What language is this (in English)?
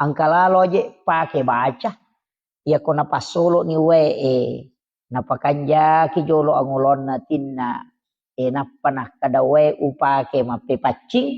Buginese